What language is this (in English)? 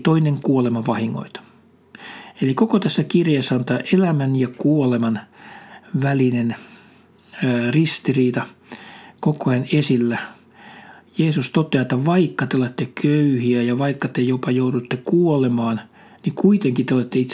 Finnish